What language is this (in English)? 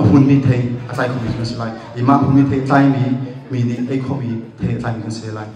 Hakha Chin